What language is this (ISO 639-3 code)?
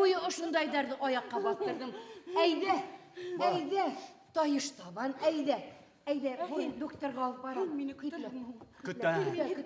bak